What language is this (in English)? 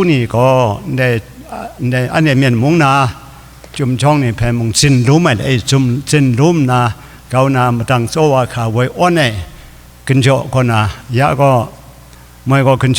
Kachin